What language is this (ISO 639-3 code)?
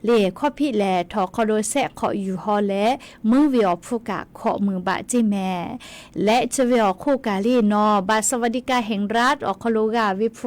lhu